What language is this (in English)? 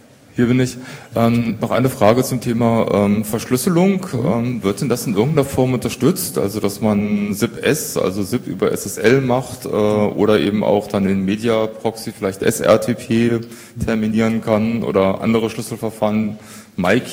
German